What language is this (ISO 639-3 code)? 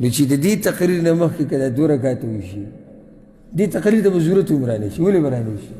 pus